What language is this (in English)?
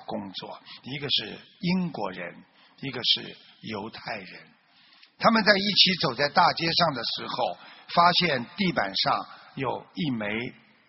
Chinese